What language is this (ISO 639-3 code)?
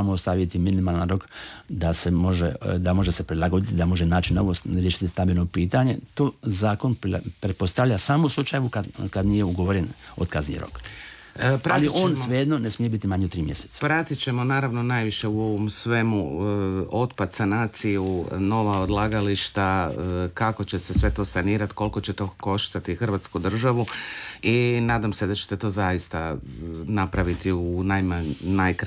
hrv